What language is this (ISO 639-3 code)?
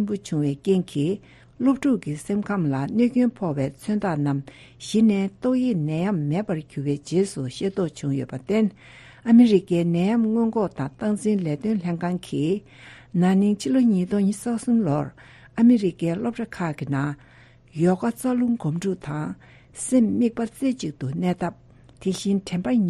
bod